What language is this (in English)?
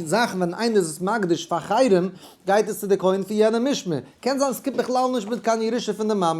Yiddish